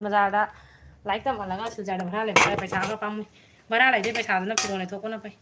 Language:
Manipuri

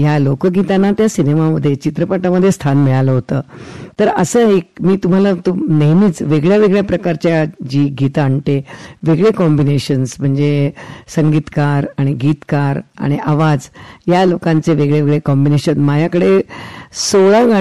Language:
Marathi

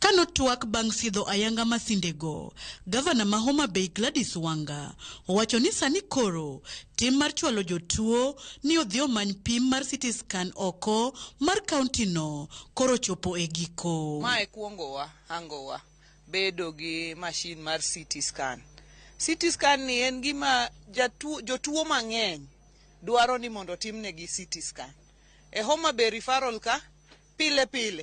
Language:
Luo (Kenya and Tanzania)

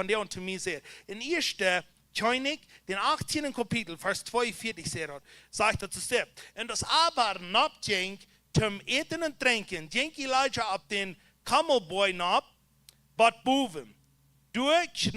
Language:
Plautdietsch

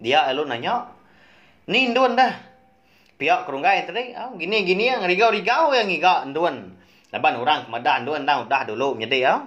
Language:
Iban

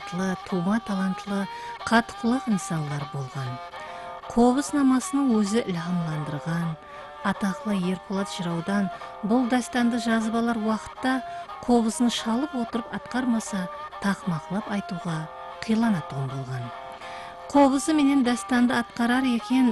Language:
Kara-Kalpak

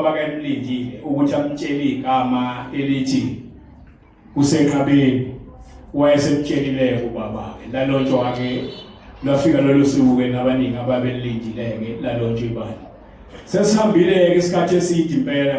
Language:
Zulu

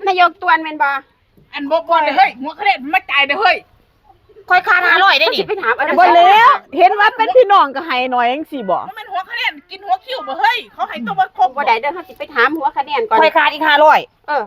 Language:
Northeastern Thai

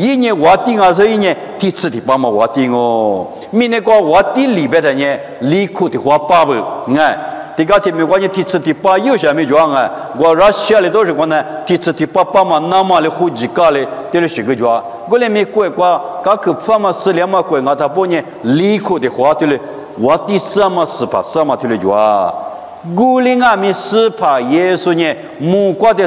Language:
Lisu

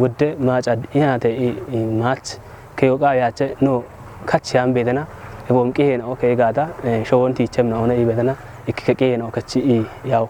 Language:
Kafa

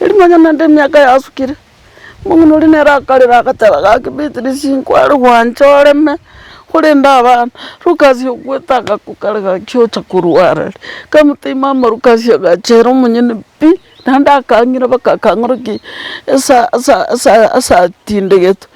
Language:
Gusii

